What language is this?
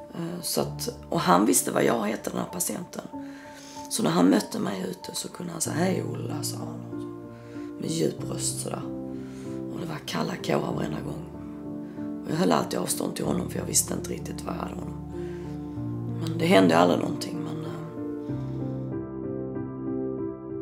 Swedish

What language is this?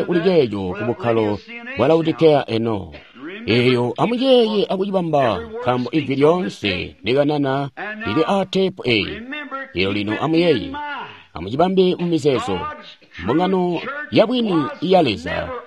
Tonga (Zambia)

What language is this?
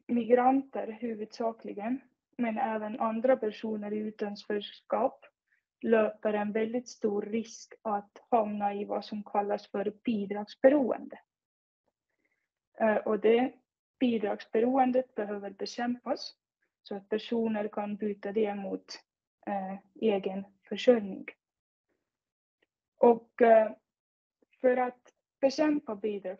Swedish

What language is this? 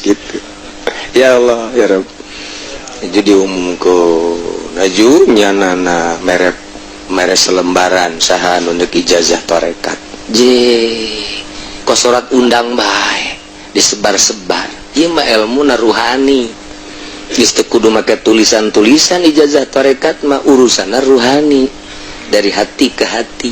Sundanese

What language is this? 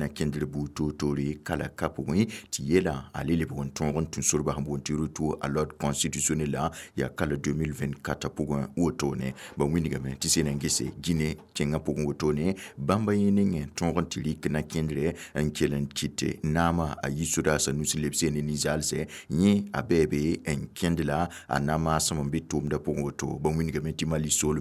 Mossi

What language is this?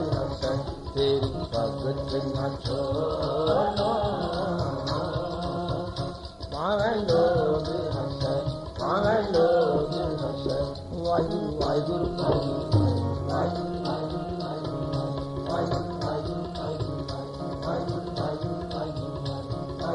Punjabi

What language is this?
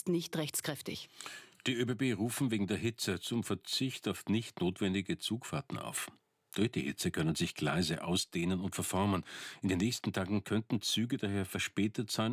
German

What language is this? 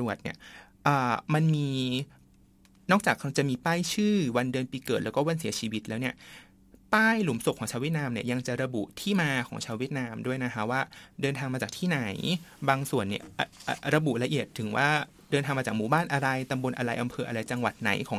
Thai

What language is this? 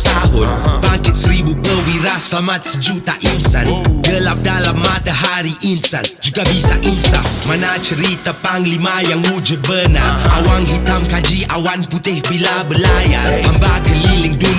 Malay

